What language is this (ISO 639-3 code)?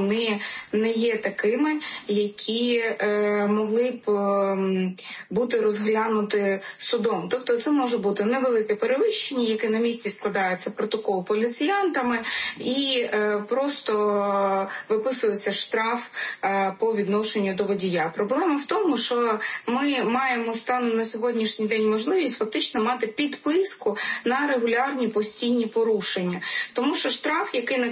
ukr